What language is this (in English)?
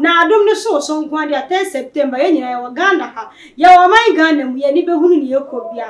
Akan